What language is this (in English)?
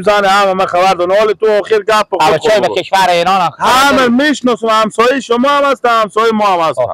Persian